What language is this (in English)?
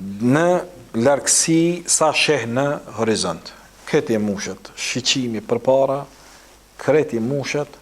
Albanian